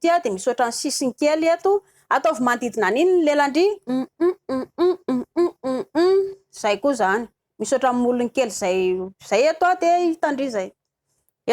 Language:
Malagasy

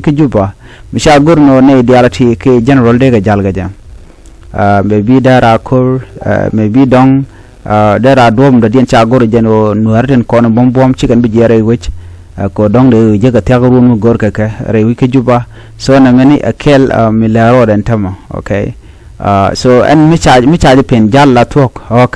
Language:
Nuer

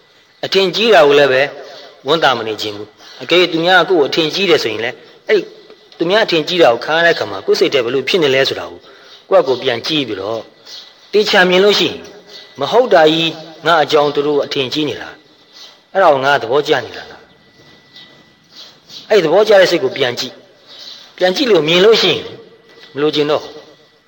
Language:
Burmese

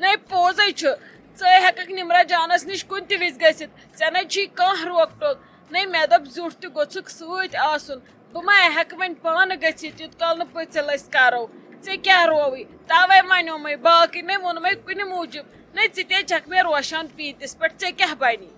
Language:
Kashmiri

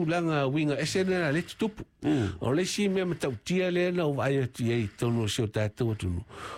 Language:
Samoan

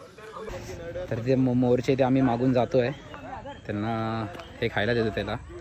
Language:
Marathi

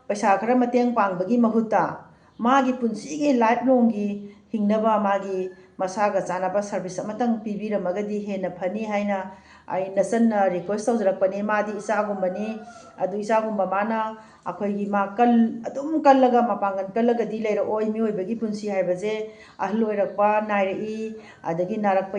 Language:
Manipuri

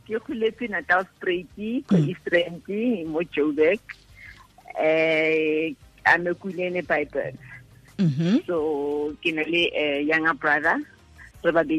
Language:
Tswana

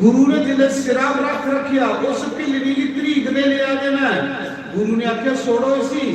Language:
Dogri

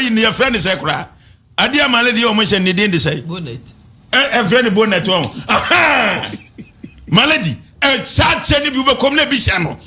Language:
Akan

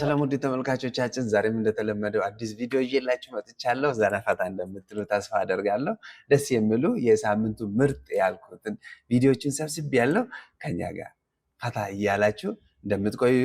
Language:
Amharic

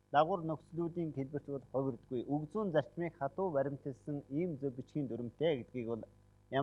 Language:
Mongolian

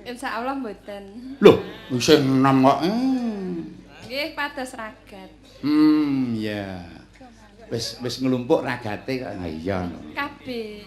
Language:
Javanese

